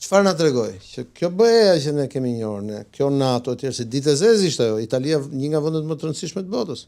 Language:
Albanian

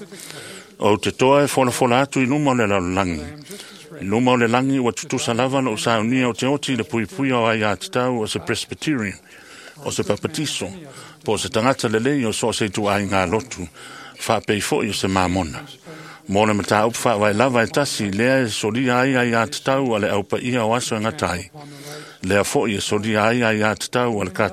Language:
Samoan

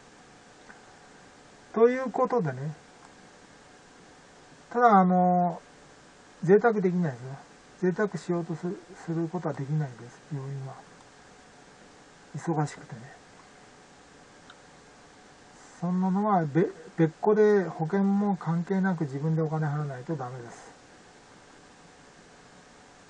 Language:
Japanese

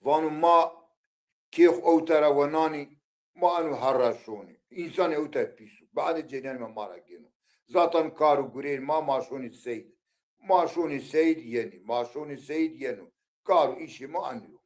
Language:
Zaza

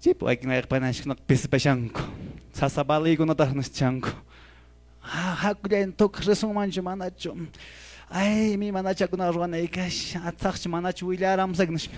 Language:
Quechua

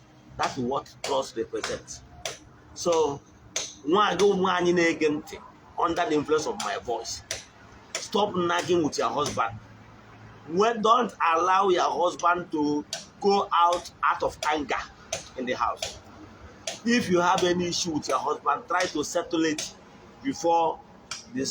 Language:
Igbo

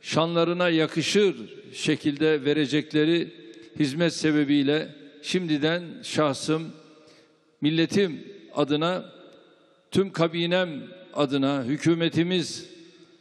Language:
Turkish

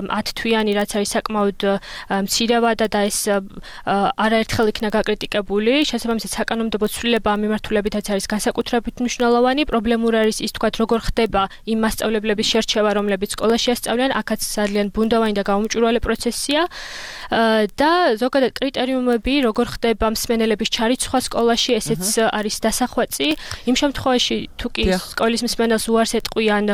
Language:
Georgian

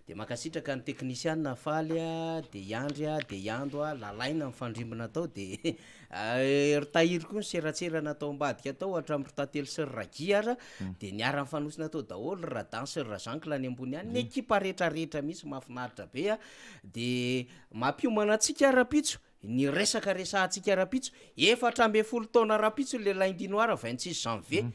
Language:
Malagasy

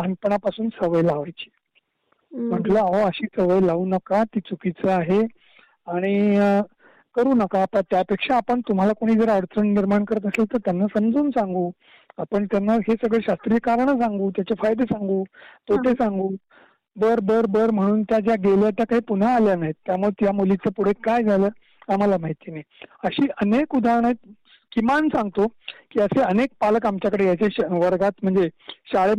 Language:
Marathi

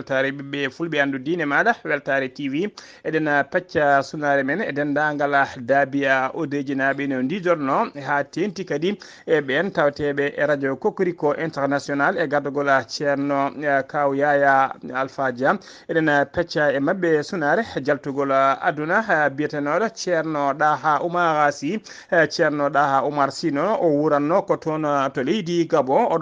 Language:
Fula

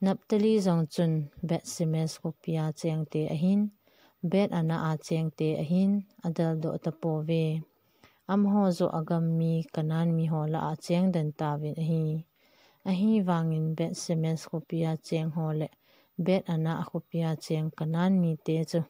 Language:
Thado Chin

